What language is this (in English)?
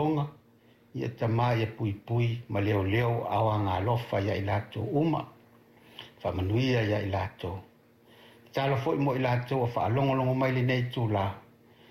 Samoan